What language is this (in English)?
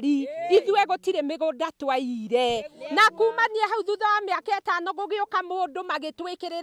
Kikuyu